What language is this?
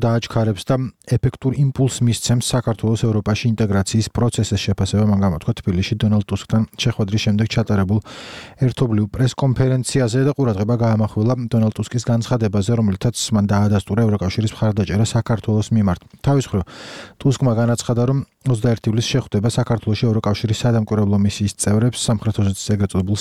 Georgian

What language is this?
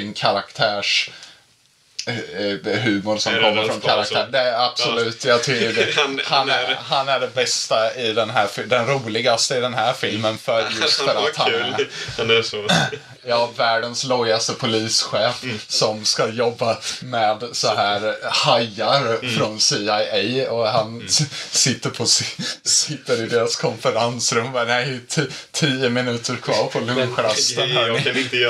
Swedish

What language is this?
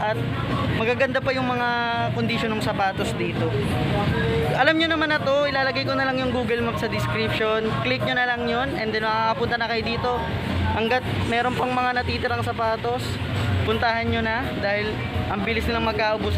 Filipino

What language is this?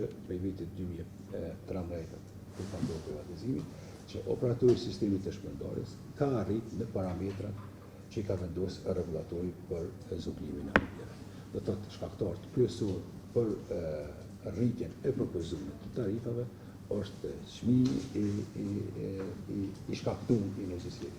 Albanian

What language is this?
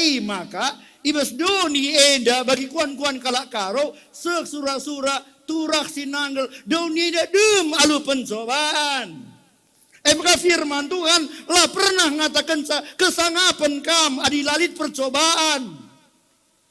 Batak Karo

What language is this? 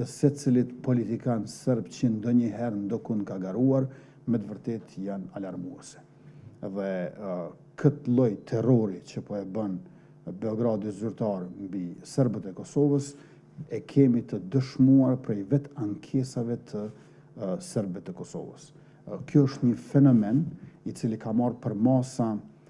Albanian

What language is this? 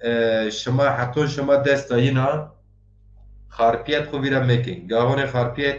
Zaza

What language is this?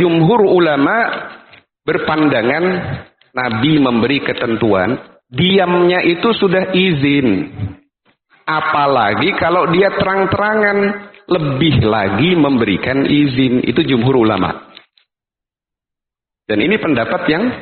Indonesian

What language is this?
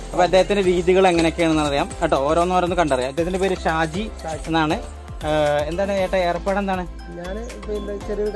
Malayalam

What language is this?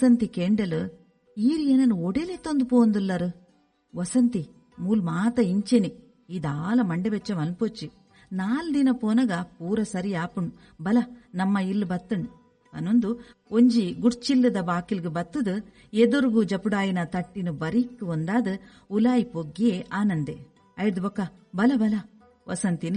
Tulu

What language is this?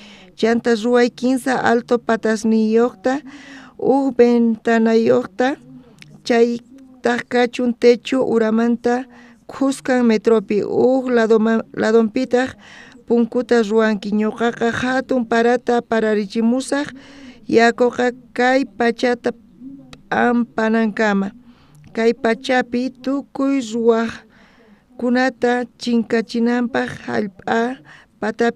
South Bolivian Quechua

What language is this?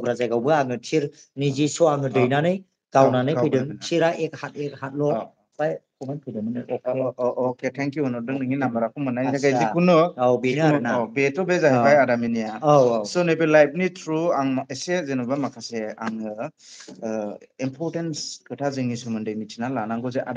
Bodo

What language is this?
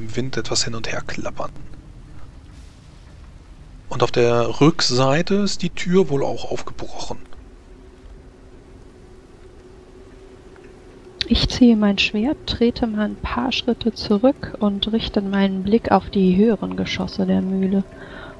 German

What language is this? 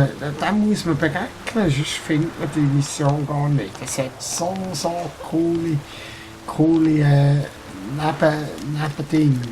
Swiss German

